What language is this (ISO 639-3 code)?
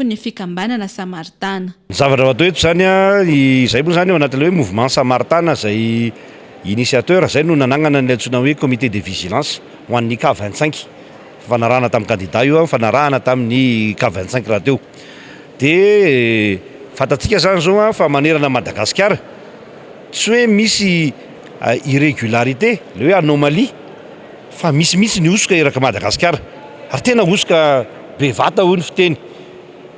mlg